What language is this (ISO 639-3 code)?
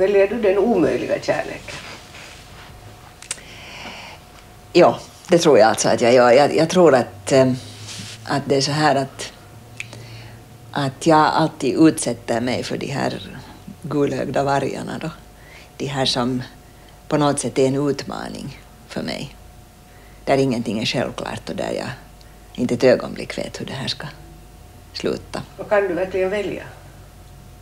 swe